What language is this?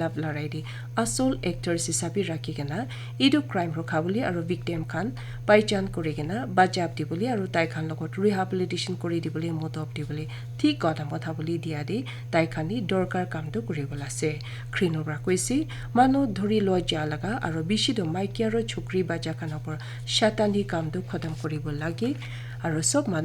Naga Pidgin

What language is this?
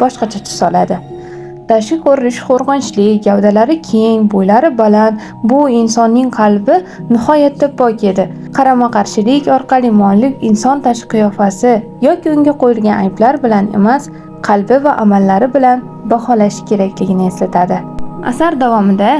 Uzbek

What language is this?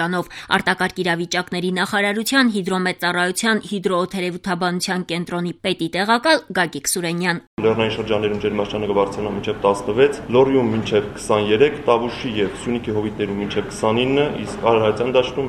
Armenian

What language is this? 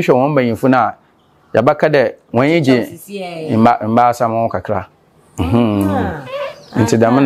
Akan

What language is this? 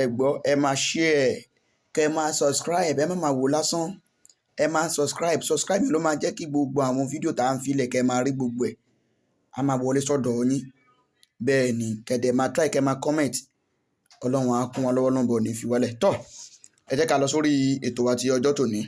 Yoruba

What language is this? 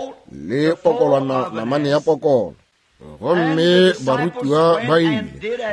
Northern Sotho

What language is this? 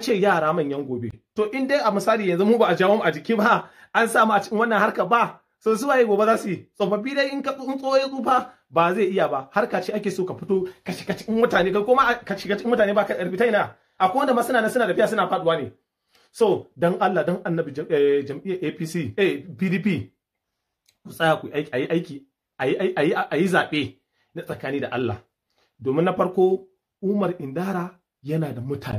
Hausa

